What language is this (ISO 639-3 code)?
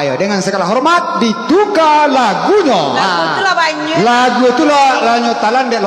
min